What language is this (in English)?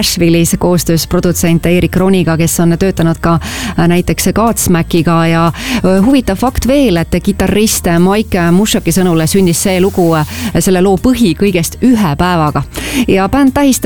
Estonian